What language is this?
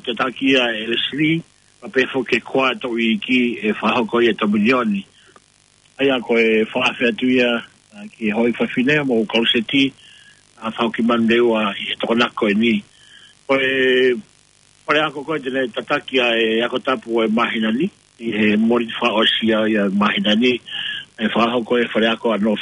Tongan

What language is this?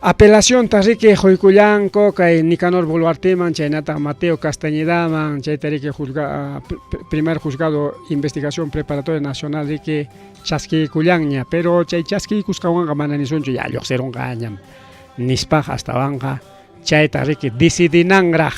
Ayacucho Quechua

